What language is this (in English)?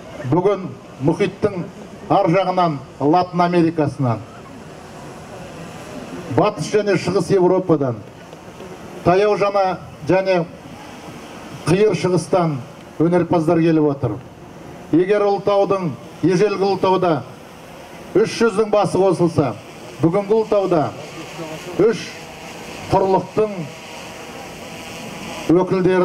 Kazakh